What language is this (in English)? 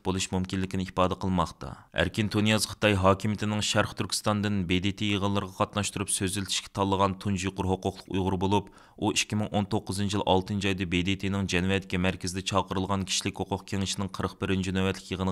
Uyghur